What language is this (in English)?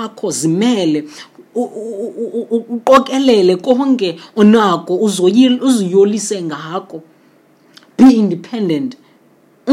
Xhosa